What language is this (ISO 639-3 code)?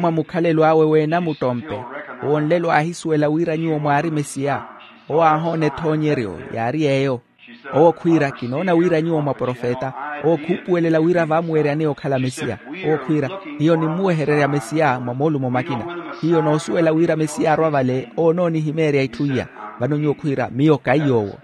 vmw